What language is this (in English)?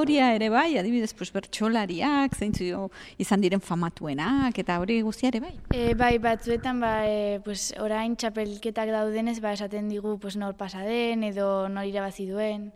Basque